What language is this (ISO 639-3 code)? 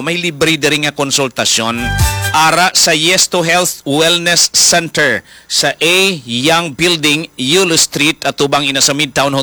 hil